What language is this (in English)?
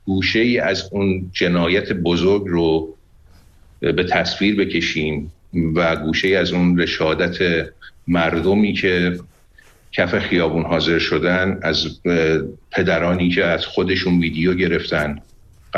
Persian